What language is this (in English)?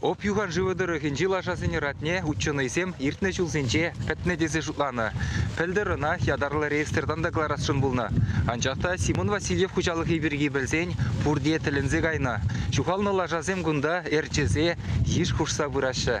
Chuvash